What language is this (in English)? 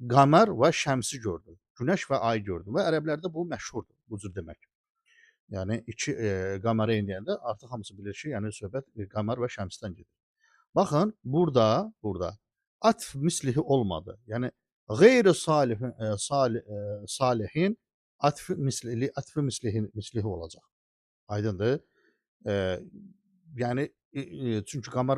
Azerbaijani